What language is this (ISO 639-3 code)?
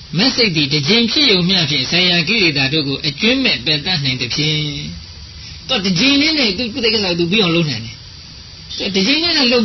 mya